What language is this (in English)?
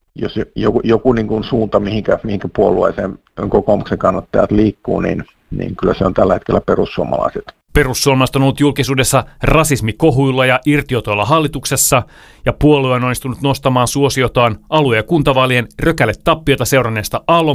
Finnish